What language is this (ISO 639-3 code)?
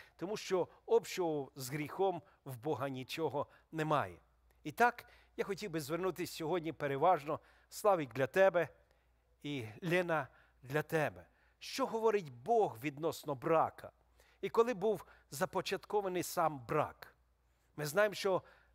ukr